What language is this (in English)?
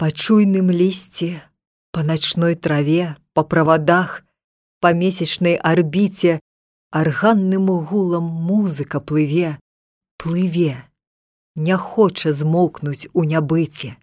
Belarusian